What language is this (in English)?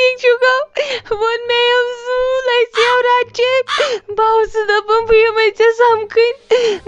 Kashmiri